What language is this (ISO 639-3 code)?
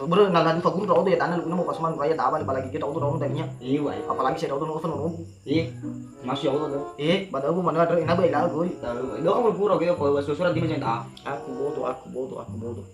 nia